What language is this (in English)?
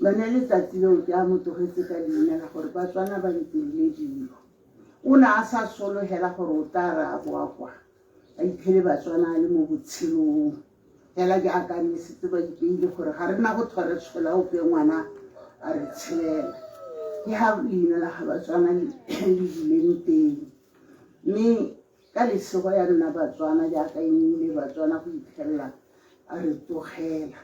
Tswana